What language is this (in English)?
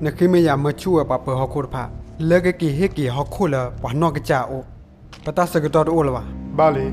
S'gaw Karen